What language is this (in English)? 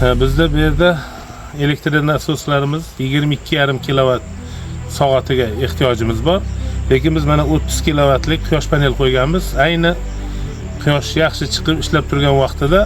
Uzbek